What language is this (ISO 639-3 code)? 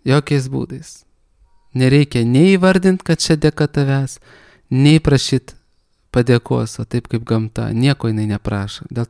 lit